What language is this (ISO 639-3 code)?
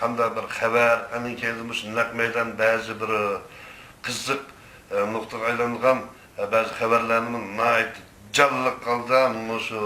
uig